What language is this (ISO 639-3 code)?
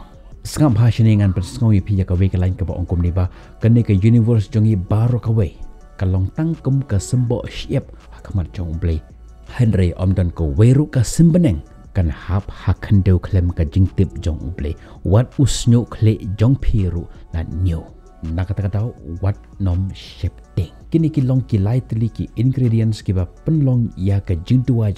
kha